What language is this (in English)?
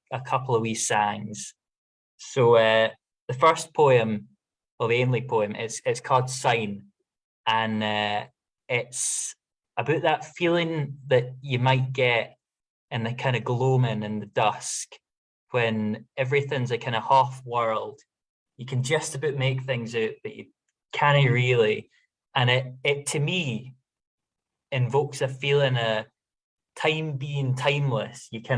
Scots